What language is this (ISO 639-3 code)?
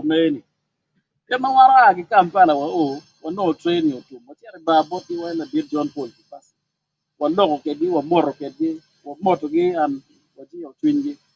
ach